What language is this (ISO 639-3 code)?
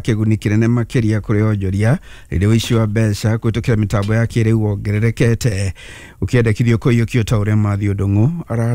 kik